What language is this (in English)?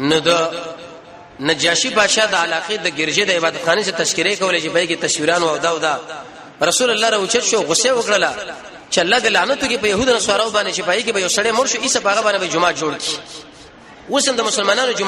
Pashto